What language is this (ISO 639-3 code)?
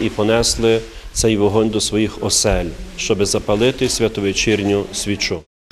ukr